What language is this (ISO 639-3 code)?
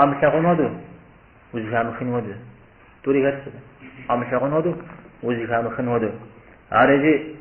kbd